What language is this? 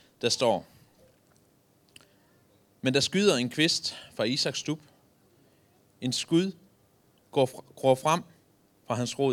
Danish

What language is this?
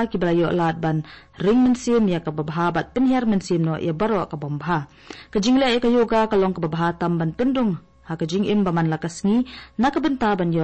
Khasi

